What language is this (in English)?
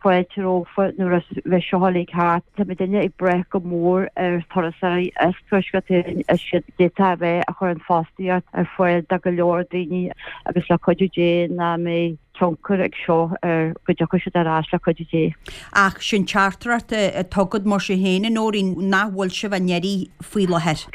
Irish